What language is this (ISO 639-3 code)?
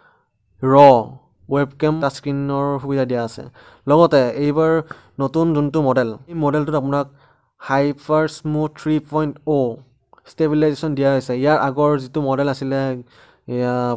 asm